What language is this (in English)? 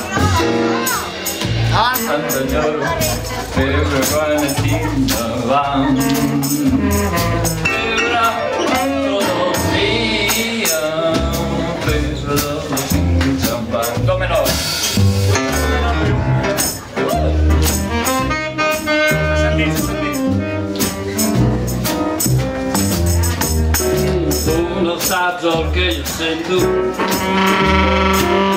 Catalan